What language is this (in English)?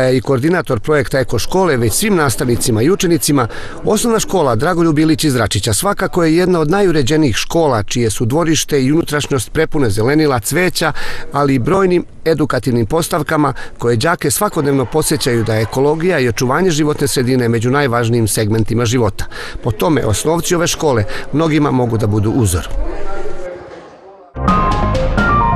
Serbian